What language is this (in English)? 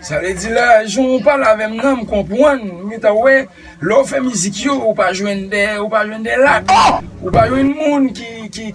Haitian Creole